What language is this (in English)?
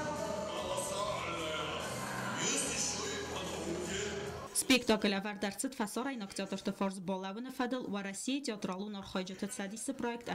Ossetic